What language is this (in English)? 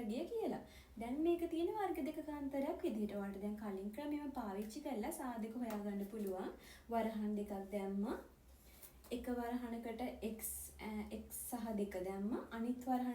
Sinhala